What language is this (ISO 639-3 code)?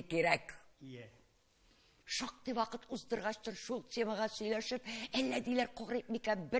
tat